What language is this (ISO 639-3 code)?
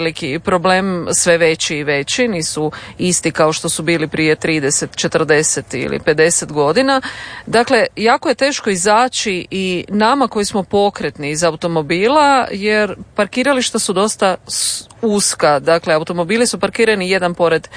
hrv